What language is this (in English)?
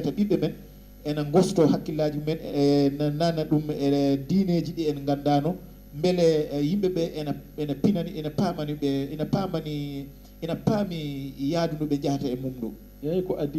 Fula